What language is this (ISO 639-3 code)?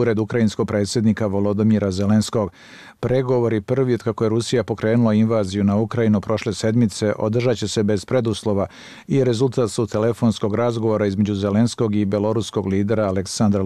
bos